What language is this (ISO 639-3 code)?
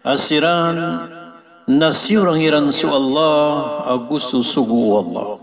mrw